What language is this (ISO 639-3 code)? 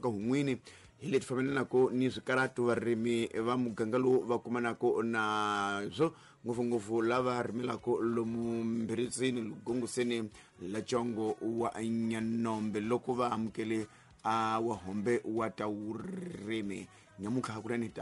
tso